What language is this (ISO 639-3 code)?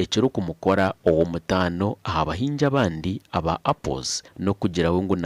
nyn